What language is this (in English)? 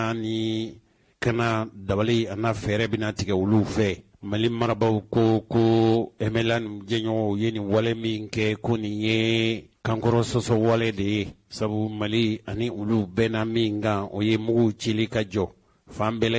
Bambara